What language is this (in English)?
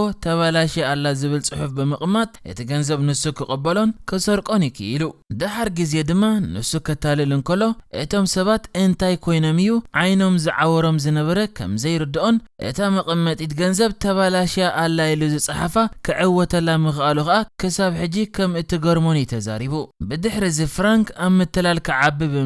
Tigrinya